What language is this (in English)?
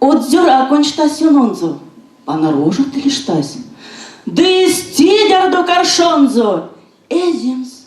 Erzya